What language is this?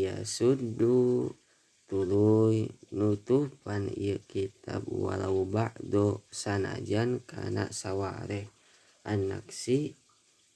Sundanese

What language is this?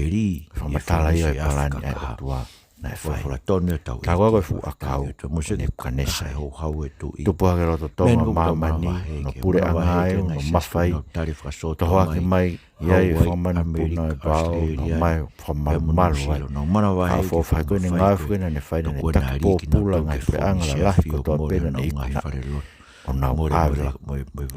Tongan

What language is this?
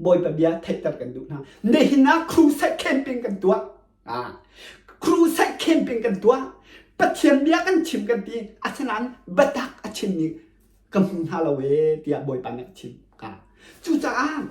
Hakha Chin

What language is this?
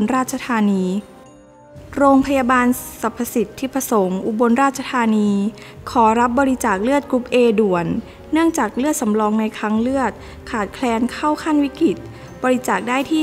Thai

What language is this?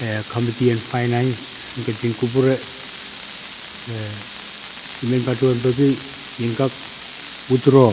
Pohnpeian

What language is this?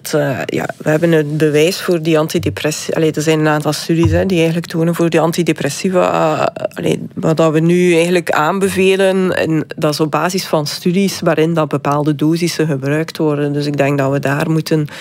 Dutch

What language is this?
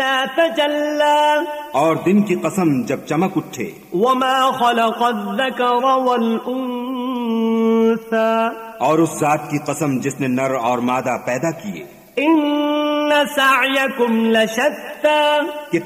Urdu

